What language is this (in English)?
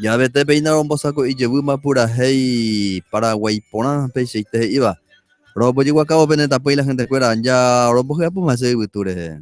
Guarani